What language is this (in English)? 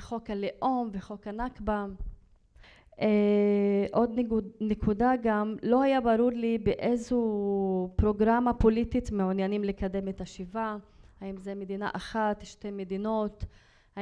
Hebrew